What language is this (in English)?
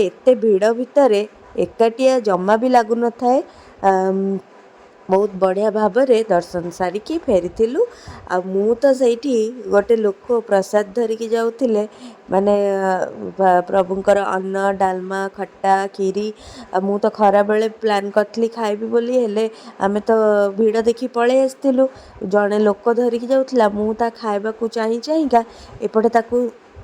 Odia